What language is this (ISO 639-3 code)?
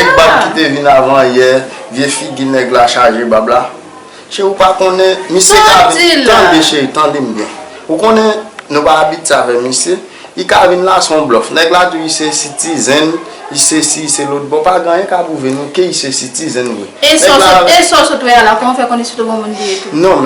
hat